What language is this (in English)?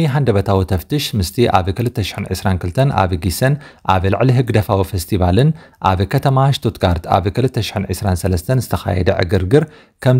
Tigrinya